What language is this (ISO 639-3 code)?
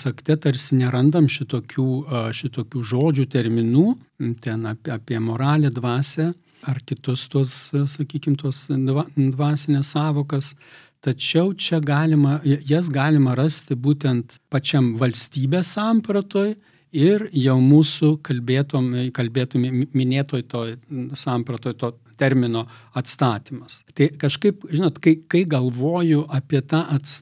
lit